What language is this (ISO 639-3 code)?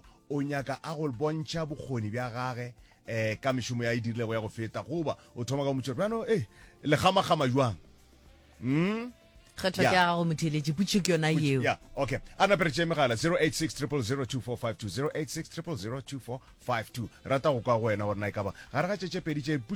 nso